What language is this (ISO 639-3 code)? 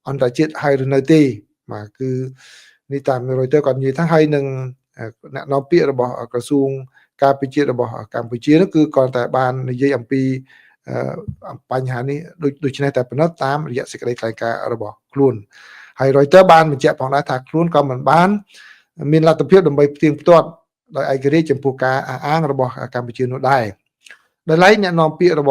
khm